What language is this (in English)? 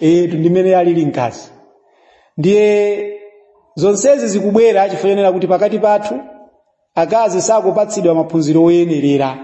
Nyanja